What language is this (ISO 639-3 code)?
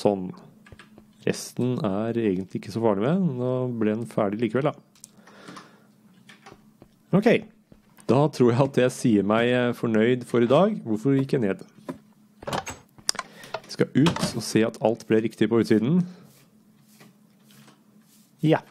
nor